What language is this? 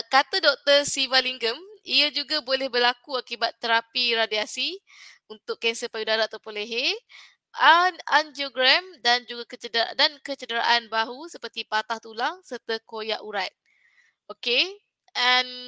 Malay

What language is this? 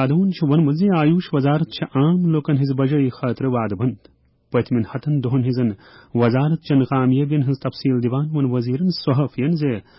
Kashmiri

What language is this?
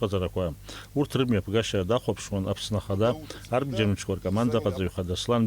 Abkhazian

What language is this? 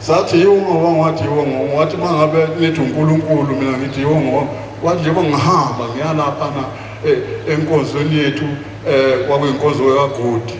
Zulu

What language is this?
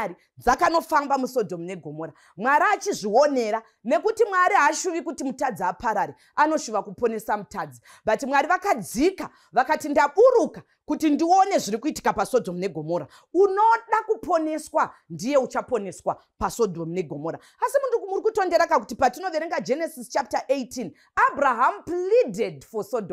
Shona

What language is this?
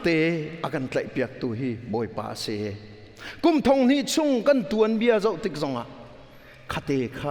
Hakha Chin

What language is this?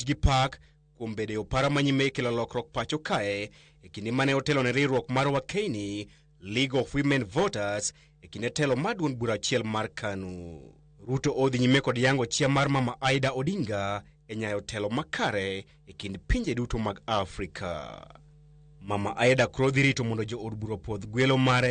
Luo (Kenya and Tanzania)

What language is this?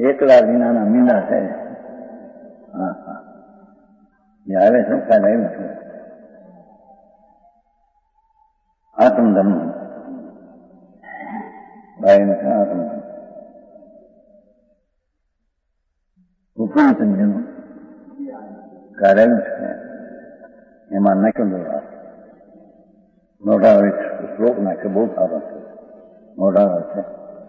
Gujarati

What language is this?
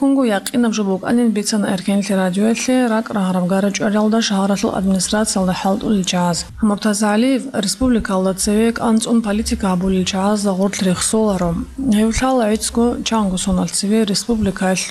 Avaric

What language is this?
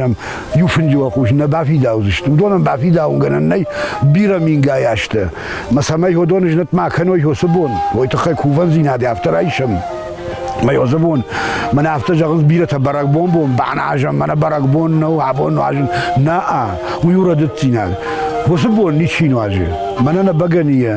Ossetic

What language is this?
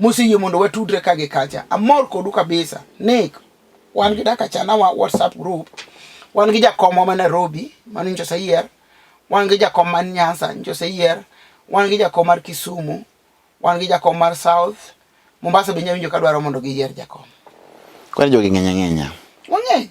Luo (Kenya and Tanzania)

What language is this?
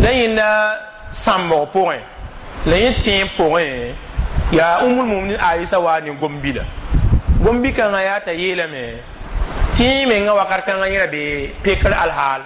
Mossi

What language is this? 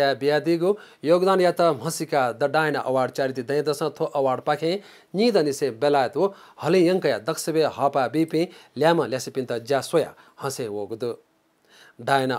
Newari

